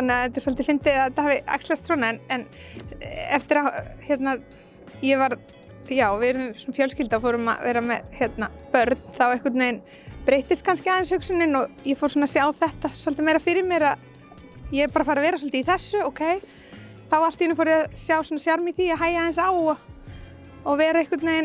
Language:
Icelandic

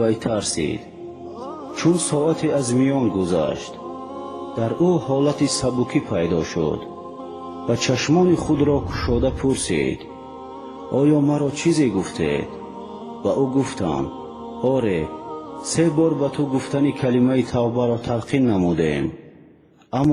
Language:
Tajik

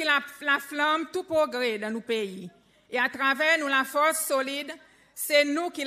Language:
Seselwa Creole French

